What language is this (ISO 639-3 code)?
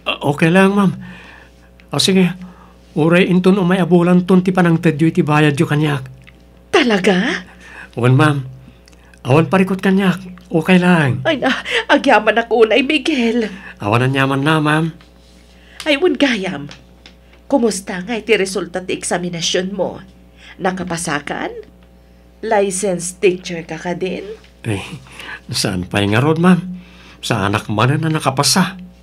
ilo